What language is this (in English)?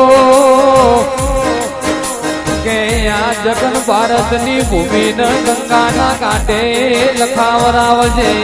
Gujarati